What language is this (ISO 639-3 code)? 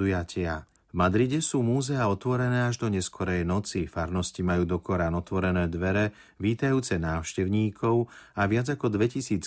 slk